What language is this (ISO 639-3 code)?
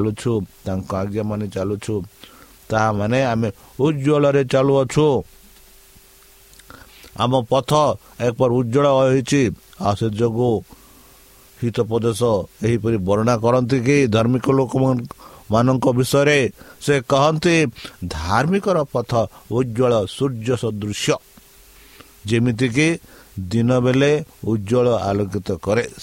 ori